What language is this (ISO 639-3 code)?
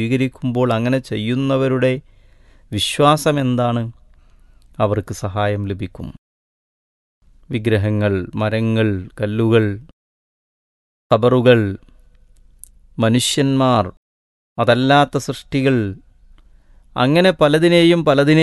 mal